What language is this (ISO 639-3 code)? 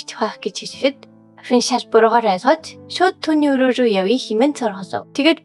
mon